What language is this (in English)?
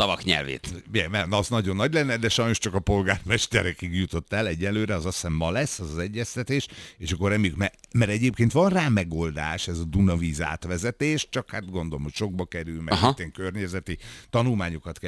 Hungarian